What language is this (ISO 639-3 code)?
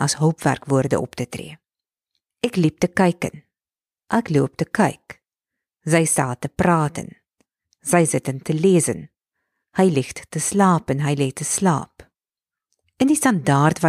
afr